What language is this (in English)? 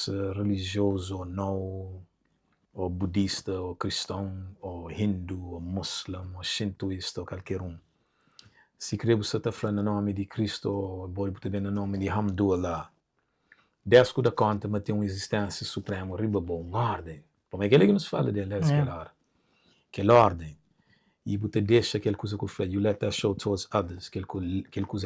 Kabuverdianu